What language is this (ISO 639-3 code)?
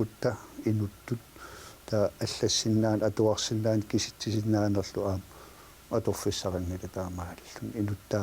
kal